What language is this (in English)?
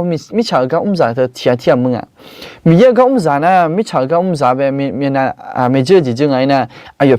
Akha